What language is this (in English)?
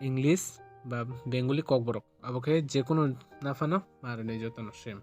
Kok Borok